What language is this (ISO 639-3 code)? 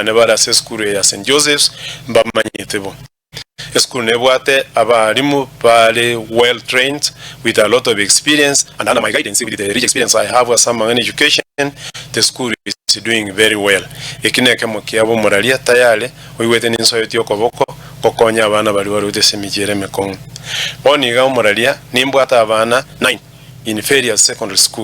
guz